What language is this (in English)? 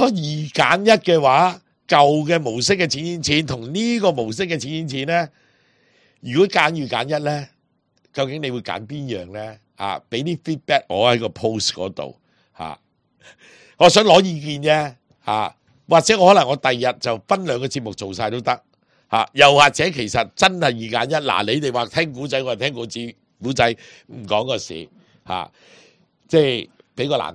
Cantonese